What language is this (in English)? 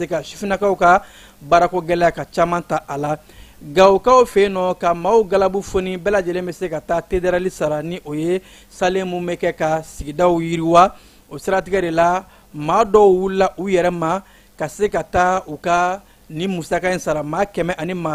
Bambara